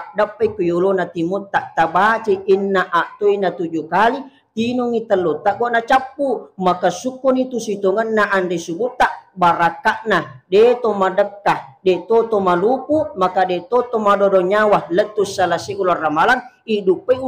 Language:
Buginese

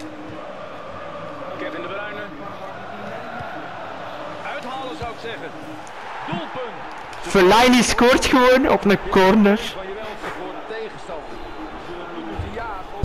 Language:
Dutch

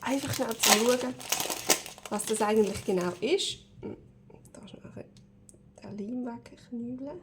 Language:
Swiss German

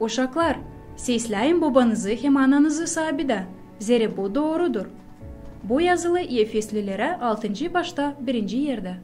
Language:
Gagauz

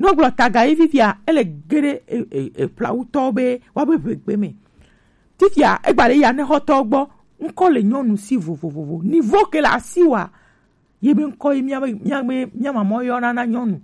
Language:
Gen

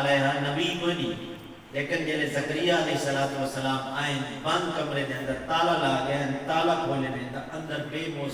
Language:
Saraiki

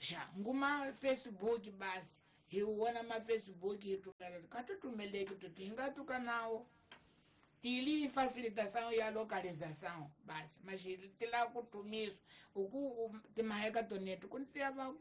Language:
Tsonga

